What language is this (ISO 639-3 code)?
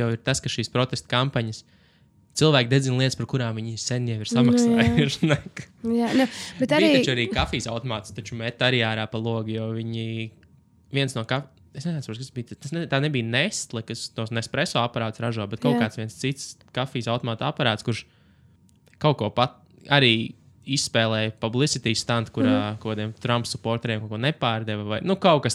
lav